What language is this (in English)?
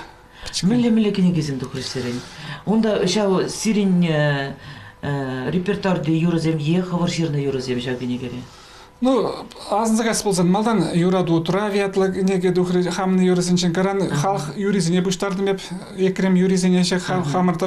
Chuvash